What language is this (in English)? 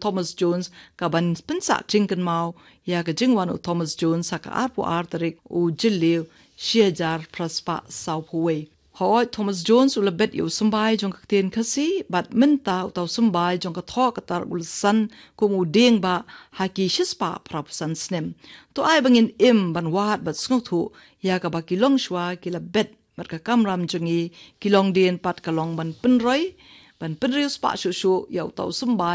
Khasi